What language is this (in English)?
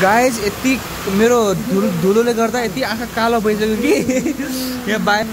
Nepali